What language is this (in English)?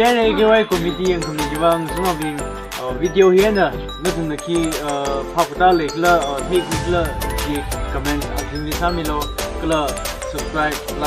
Tangkhul Naga (India)